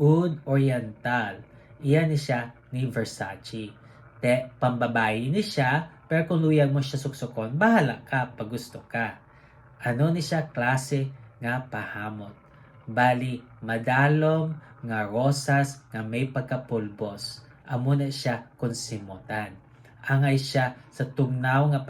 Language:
Hiligaynon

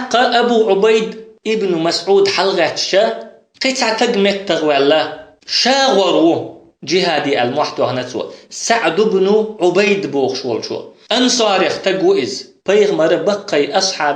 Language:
Chechen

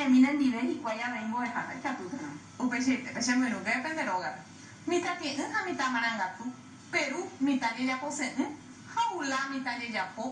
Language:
Guarani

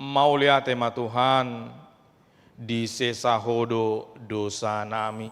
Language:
Batak Toba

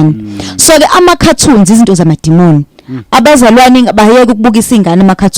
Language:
Zulu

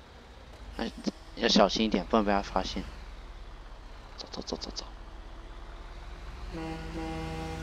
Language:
Chinese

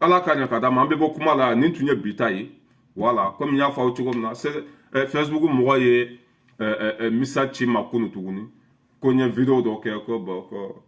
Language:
Bambara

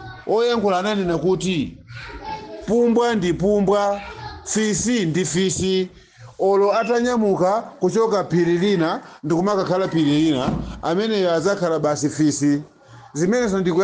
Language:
Nyanja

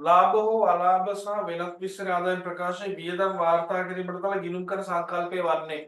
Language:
Sinhala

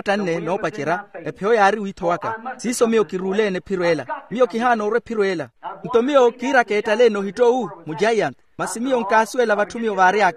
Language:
Makhuwa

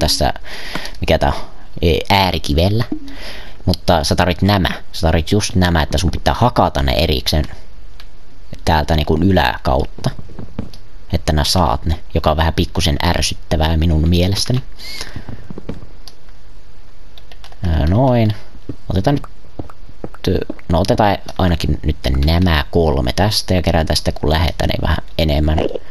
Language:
Finnish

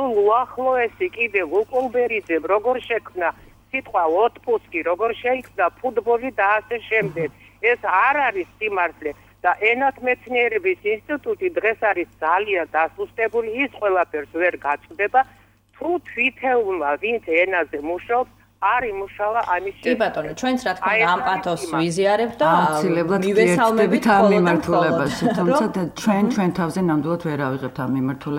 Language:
Georgian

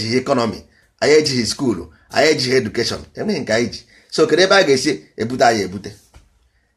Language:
Igbo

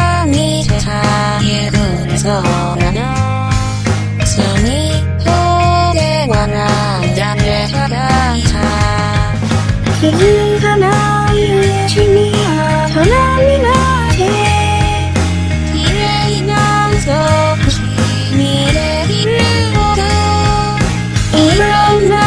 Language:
Japanese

